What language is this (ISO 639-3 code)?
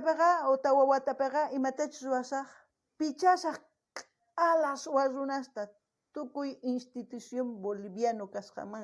quh